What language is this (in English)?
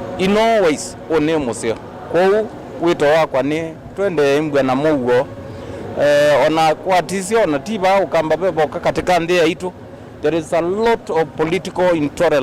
Kamba